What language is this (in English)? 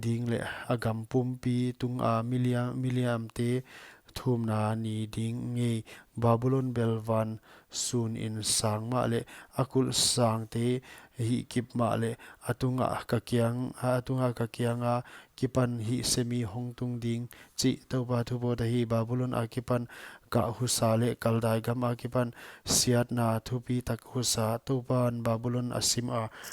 Paite Chin